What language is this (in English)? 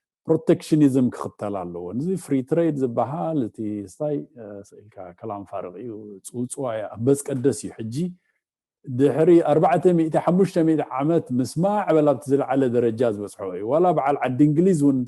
Tigrinya